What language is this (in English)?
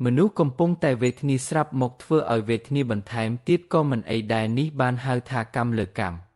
Khmer